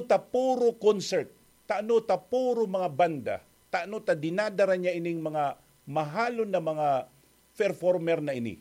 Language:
Bikol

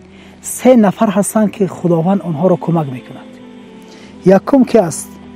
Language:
Tajik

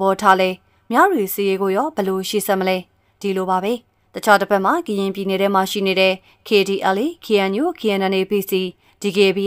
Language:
Burmese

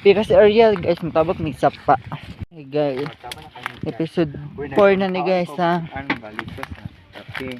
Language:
Cebuano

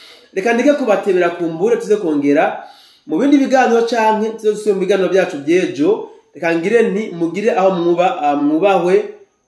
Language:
Rundi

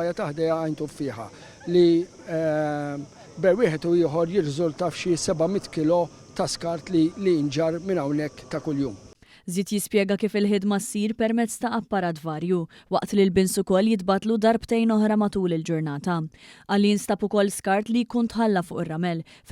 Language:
Maltese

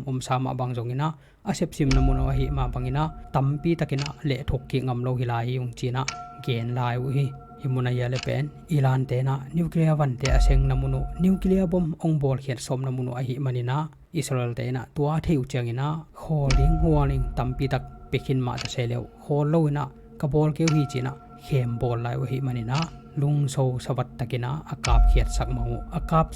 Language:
Tedim Chin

